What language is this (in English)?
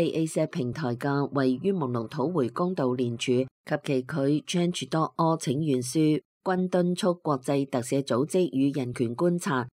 Cantonese